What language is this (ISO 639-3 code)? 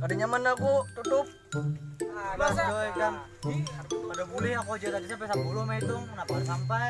bjn